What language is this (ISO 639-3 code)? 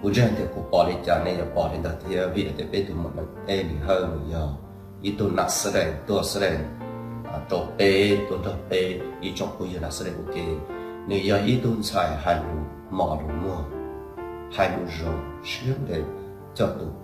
hmn